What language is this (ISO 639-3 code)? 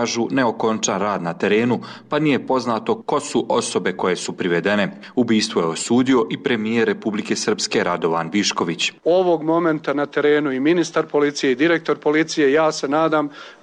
srp